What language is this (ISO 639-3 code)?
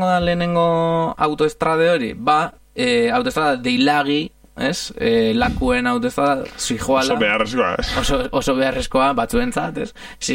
eus